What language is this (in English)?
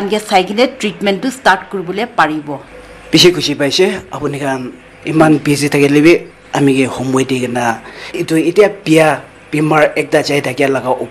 Naga Pidgin